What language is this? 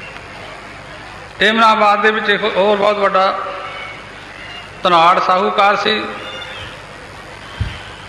Punjabi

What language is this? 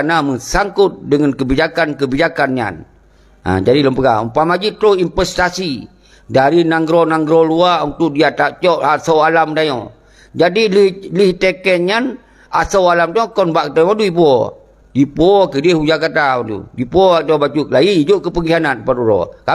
Achinese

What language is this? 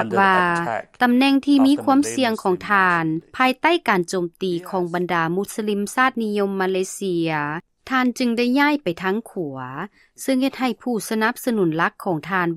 Lao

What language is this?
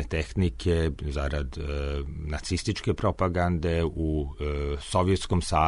Serbian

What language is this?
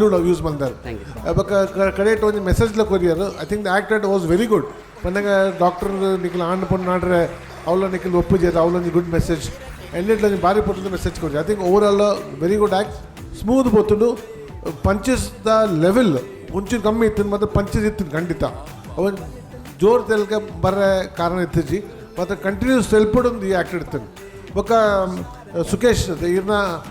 Tulu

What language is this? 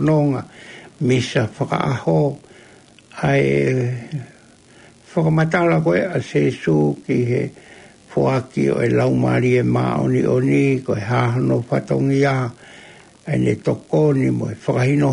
Tongan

